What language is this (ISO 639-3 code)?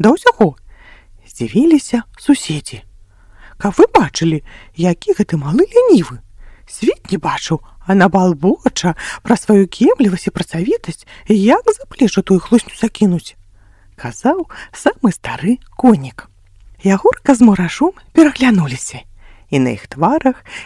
bel